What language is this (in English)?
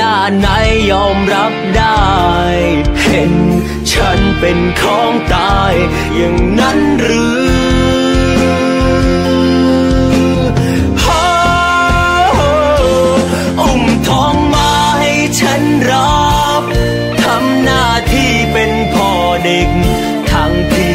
Thai